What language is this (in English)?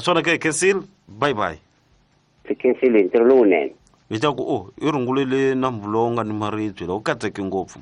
Tsonga